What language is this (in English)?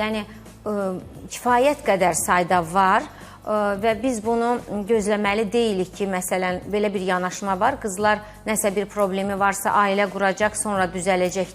Azerbaijani